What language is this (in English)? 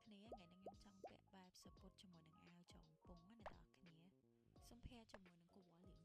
Khmer